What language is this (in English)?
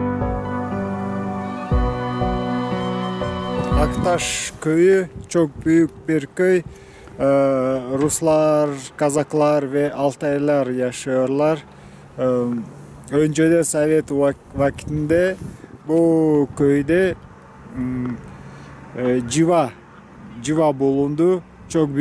Turkish